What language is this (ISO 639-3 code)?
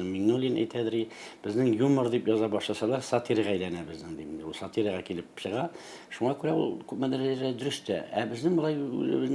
tat